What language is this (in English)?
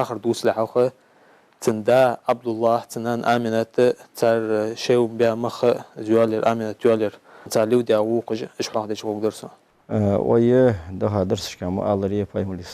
Ingush